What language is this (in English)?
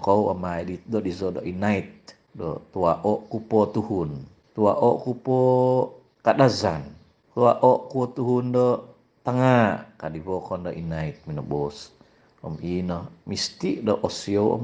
Central Dusun